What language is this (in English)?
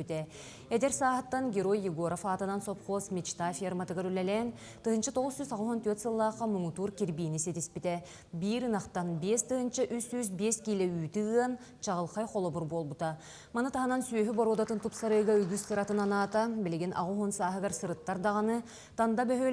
Yakut